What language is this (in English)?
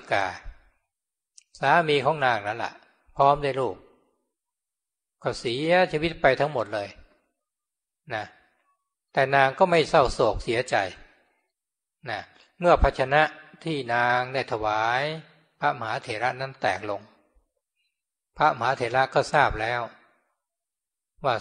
Thai